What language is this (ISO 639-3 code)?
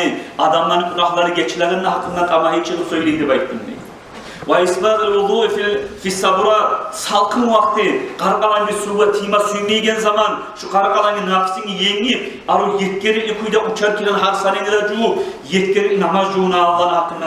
kum